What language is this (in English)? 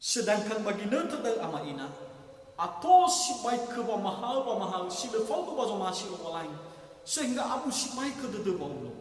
Nias